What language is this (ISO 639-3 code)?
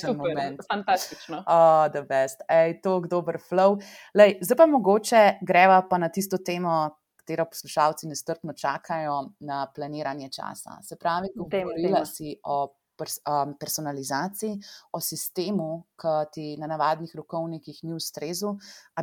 slv